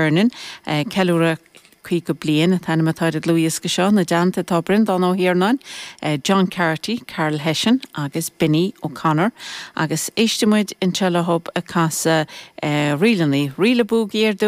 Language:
Irish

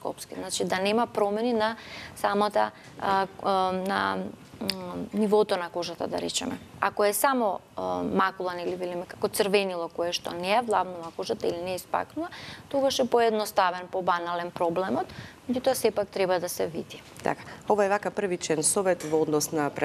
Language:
Macedonian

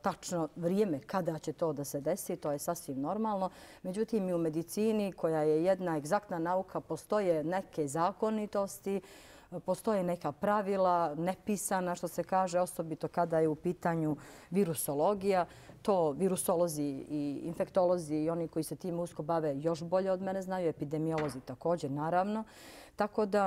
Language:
Bosnian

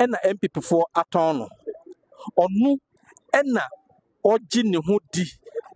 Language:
Akan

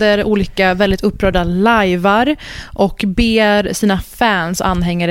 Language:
Swedish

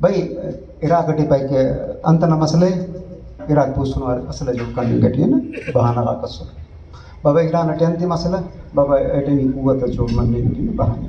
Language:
Brahui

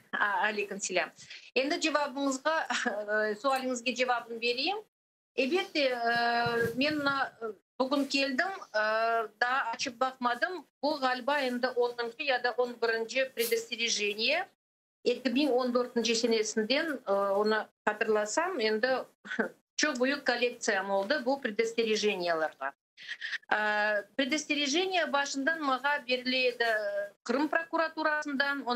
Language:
Crimean Tatar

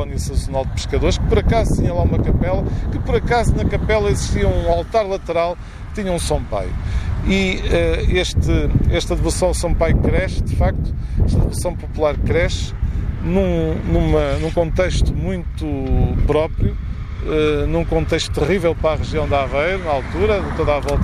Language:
Portuguese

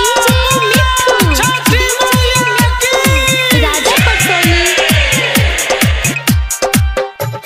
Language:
Bhojpuri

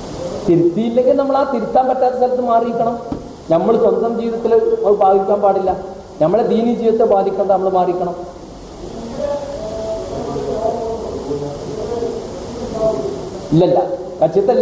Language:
Malayalam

